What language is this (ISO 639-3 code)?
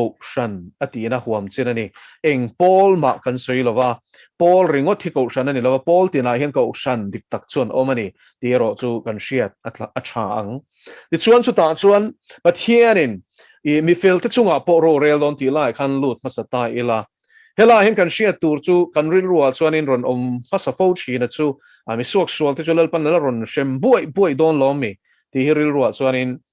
lus